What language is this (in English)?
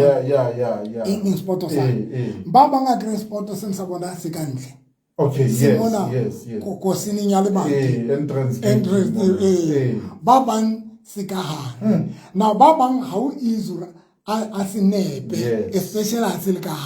Southern Sotho